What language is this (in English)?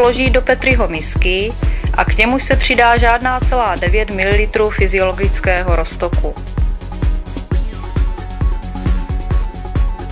Czech